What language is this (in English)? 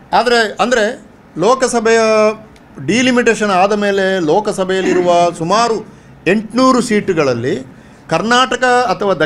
Kannada